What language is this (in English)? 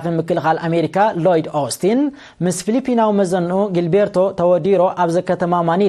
Tigrinya